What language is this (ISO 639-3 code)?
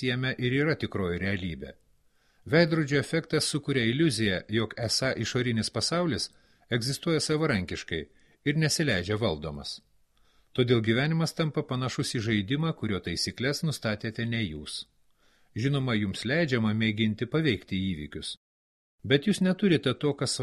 lit